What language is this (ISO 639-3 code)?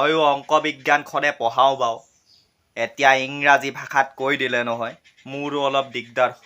asm